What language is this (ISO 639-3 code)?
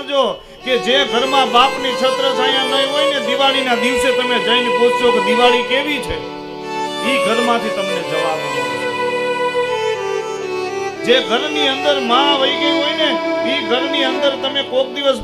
guj